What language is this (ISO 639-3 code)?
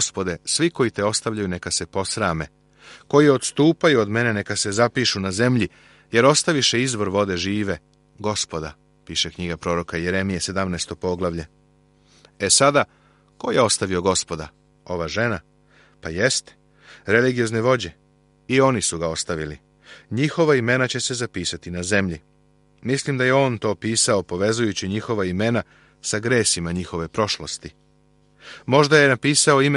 srp